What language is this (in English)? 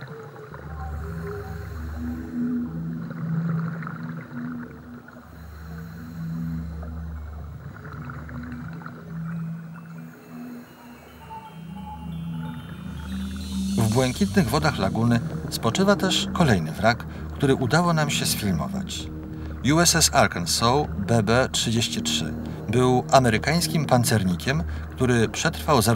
Polish